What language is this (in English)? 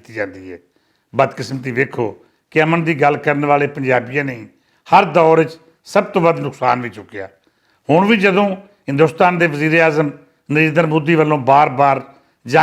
Western Panjabi